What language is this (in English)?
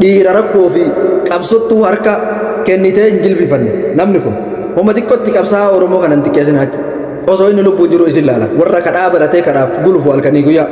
Oromo